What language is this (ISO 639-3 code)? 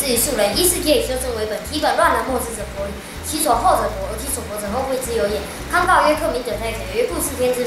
lzh